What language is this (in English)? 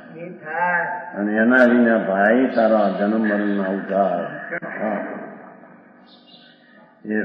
Gujarati